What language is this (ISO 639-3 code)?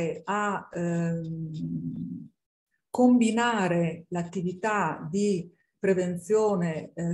ita